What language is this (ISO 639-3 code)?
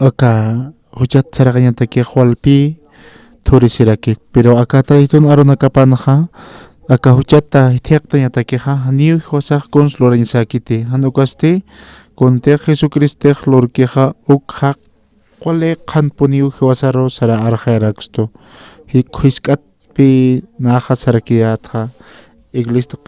aym